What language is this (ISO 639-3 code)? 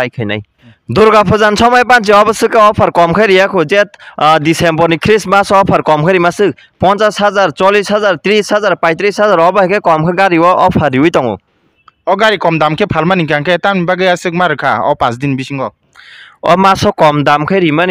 trp